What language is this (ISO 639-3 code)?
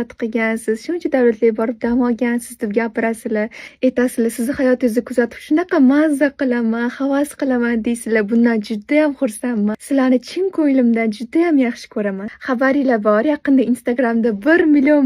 uzb